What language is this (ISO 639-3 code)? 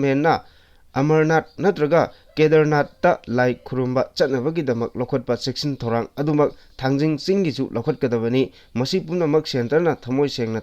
mni